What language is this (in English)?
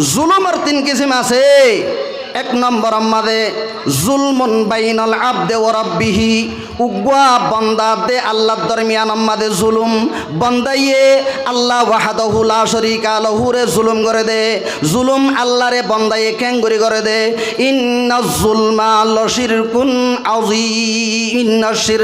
Rohingya